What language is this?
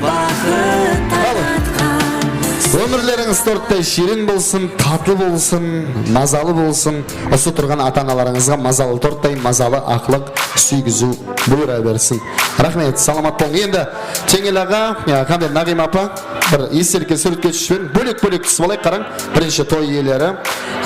Kara-Kalpak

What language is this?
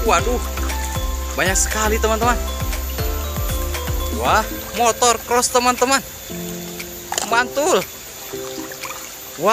Indonesian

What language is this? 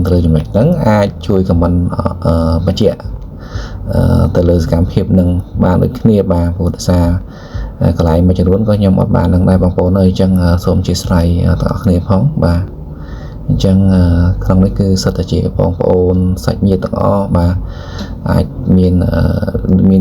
Khmer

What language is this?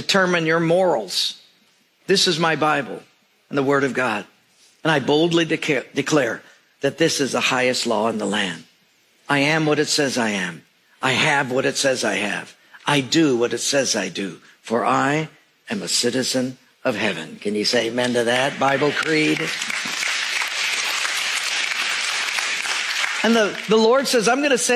English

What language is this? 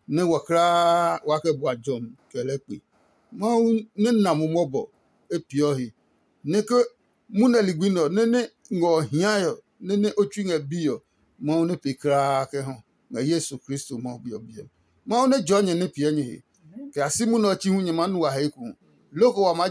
Adangme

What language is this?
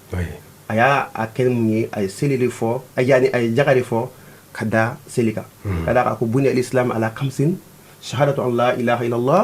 Bambara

